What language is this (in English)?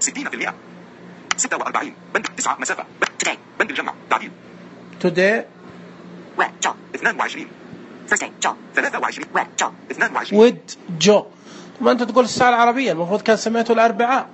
Najdi Arabic